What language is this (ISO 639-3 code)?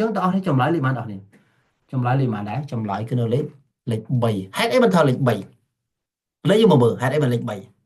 khm